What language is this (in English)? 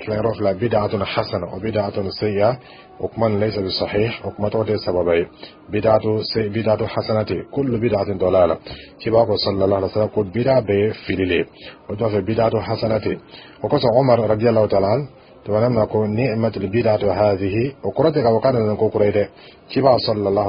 Dyula